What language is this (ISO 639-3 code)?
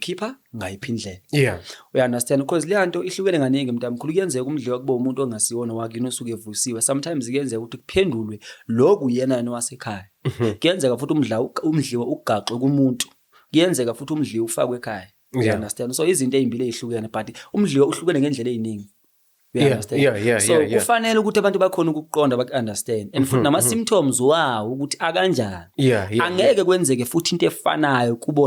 zul